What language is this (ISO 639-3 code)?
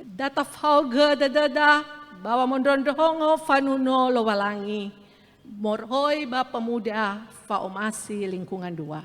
nia